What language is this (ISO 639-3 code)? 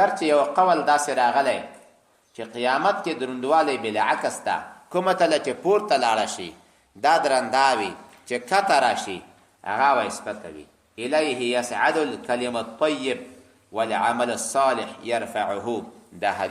pus